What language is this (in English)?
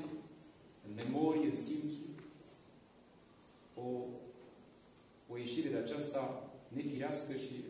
Romanian